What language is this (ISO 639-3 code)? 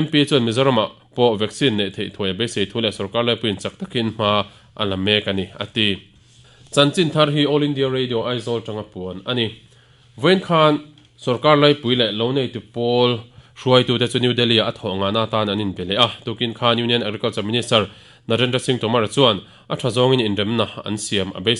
lus